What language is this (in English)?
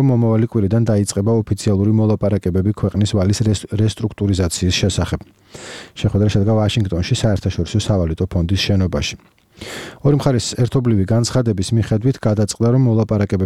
Georgian